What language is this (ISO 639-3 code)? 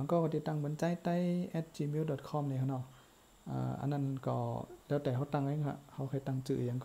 shn